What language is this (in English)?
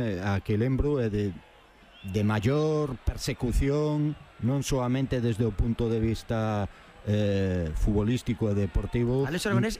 Galician